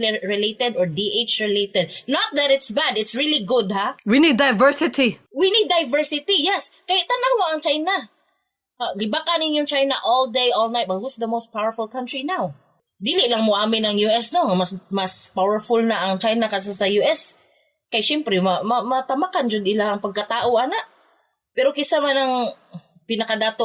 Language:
Cebuano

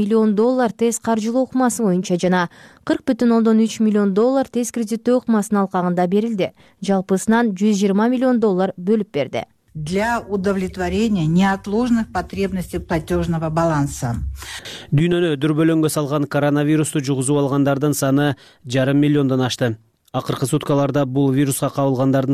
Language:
Kyrgyz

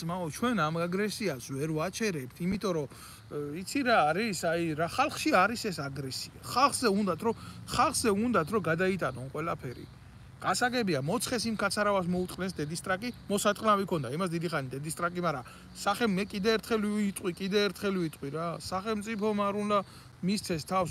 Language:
Georgian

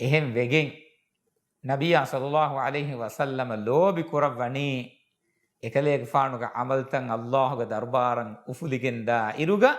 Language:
Divehi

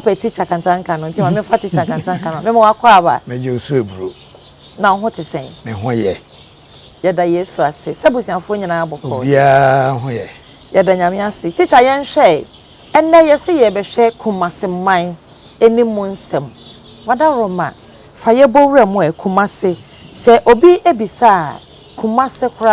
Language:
Akan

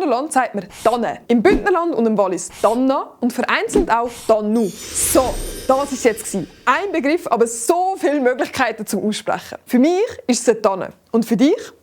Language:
Swiss German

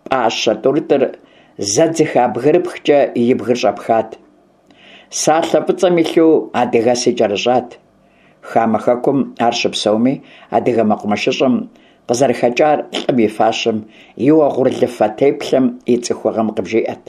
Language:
Kabardian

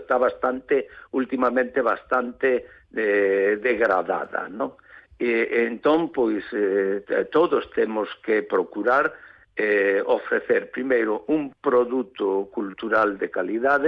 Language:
Galician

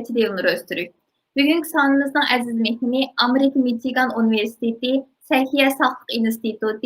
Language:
Uyghur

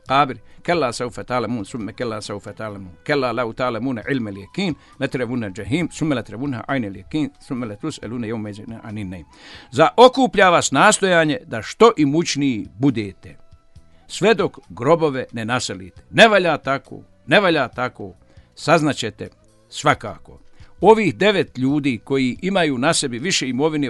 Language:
Bosnian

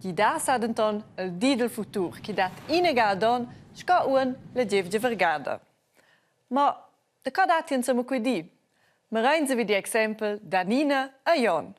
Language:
Romansh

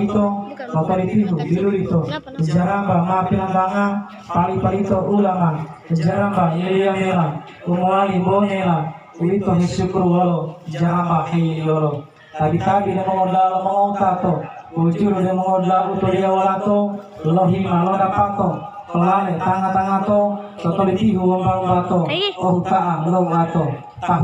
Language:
Gorontalo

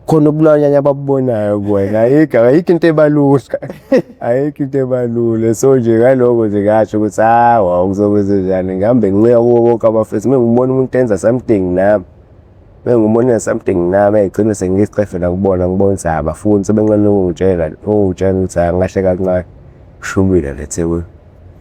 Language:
Zulu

